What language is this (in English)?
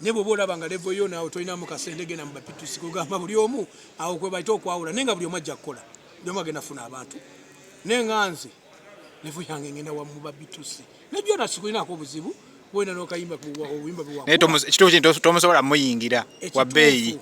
Ganda